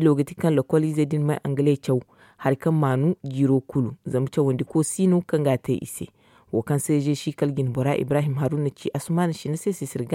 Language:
Zarma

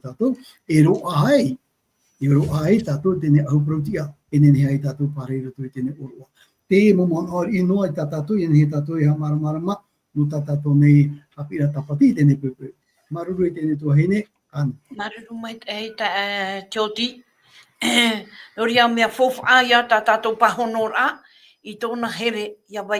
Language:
Tahitian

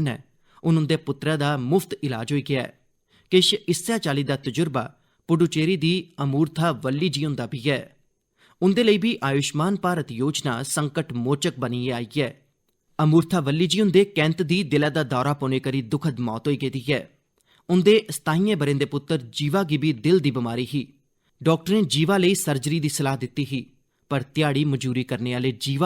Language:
Dogri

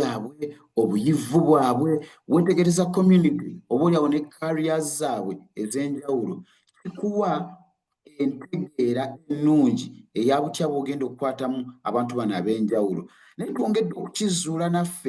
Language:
Ganda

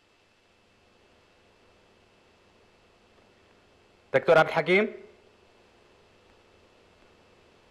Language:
Arabic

